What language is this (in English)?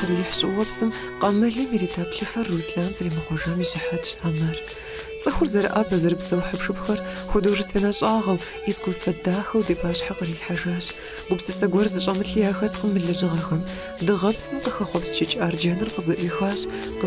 Kabardian